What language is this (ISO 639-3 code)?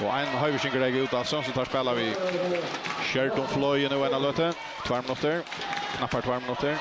fao